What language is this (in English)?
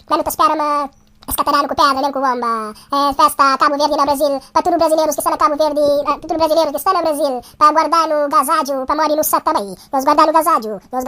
Kabuverdianu